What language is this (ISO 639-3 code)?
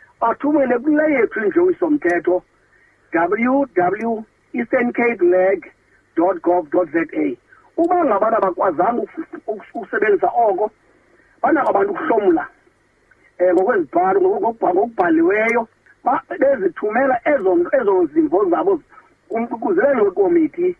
xho